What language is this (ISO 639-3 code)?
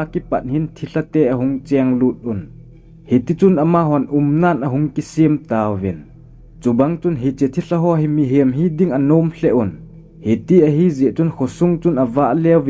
tcz